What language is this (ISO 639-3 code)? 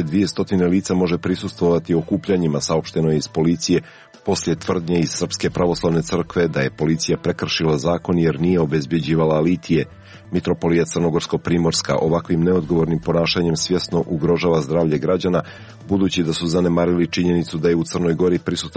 srp